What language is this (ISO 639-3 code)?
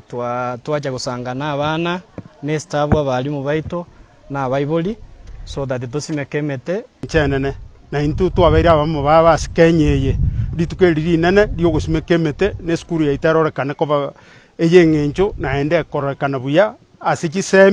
guz